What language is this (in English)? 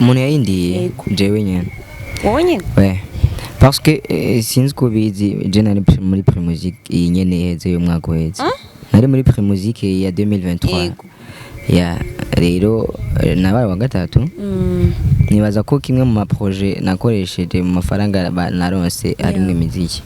Rundi